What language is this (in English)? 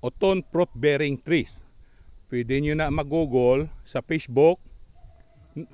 Hiligaynon